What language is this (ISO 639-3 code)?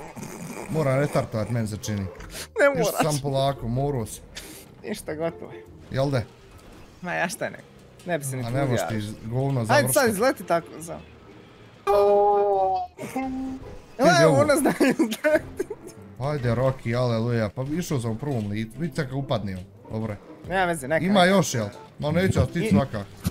bos